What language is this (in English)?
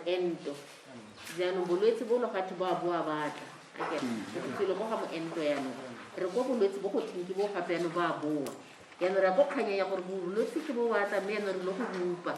Tswana